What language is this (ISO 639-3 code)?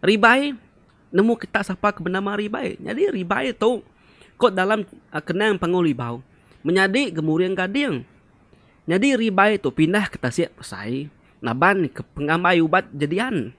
iba